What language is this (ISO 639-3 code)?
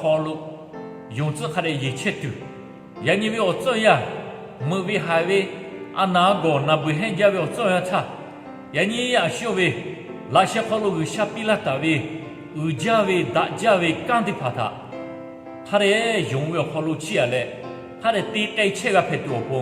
lhu